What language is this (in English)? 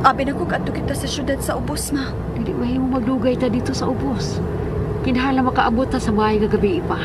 Cebuano